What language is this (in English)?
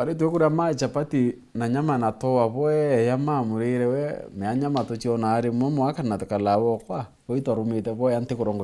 Meru